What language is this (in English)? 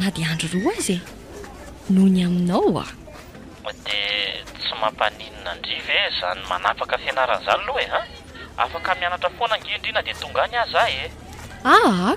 Malagasy